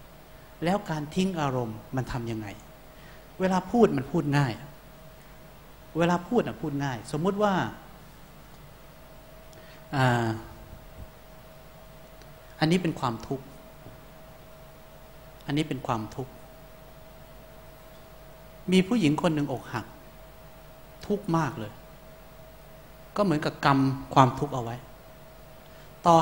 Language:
Thai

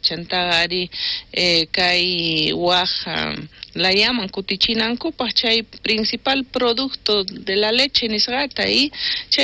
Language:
South Bolivian Quechua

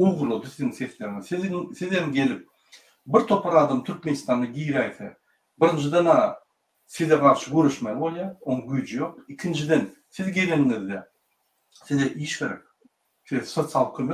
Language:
Turkmen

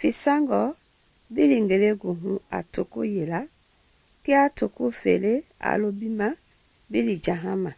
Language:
Mende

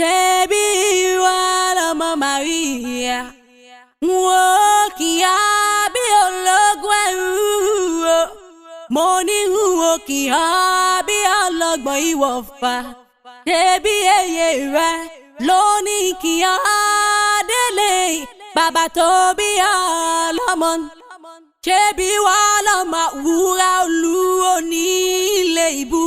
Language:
Yoruba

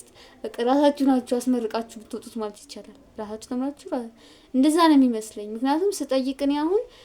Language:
Amharic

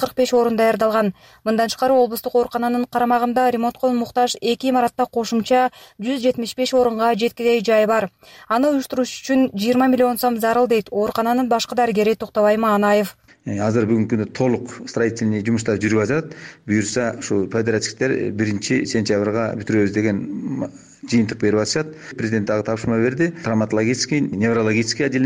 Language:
Kyrgyz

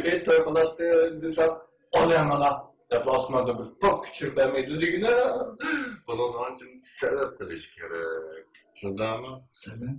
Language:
Uyghur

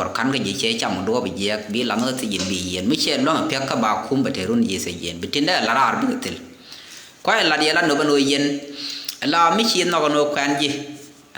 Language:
Nuer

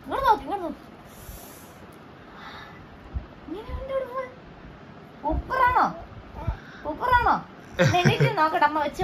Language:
Malayalam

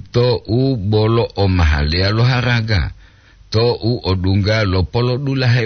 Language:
Gorontalo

